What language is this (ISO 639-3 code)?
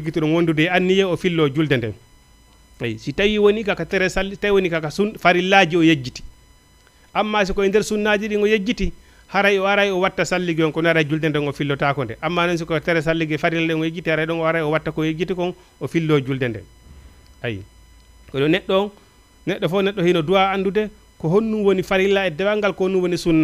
ful